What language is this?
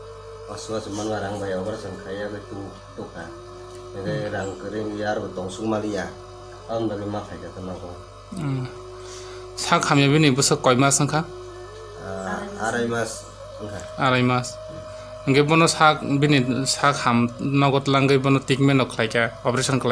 Kok Borok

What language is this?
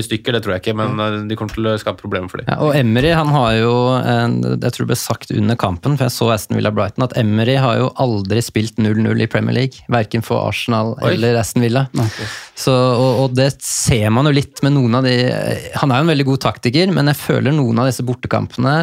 Norwegian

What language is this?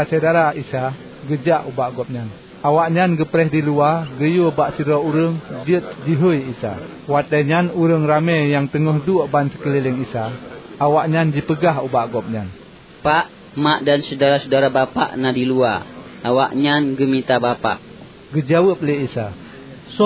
Achinese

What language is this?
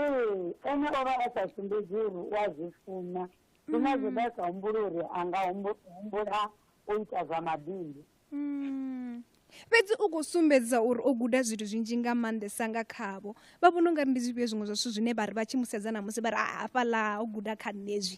Venda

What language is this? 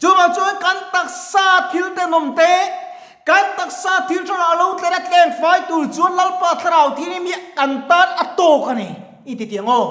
Mizo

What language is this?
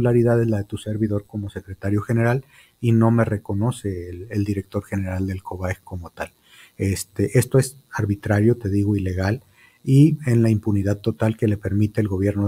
Spanish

